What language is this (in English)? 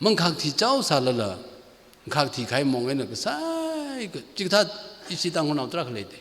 Tangkhul Naga (India)